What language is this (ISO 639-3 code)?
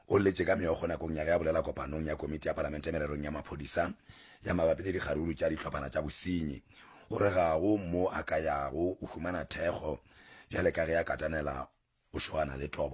nso